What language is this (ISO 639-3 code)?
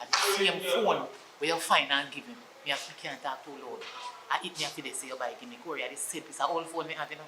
jam